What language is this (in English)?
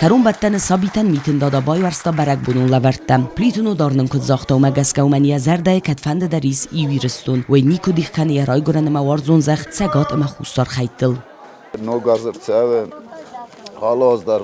Ossetic